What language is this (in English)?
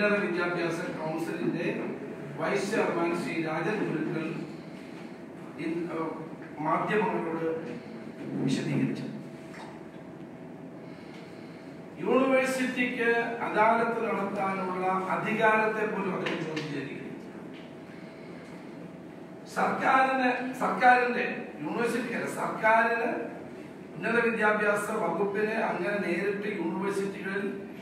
Malayalam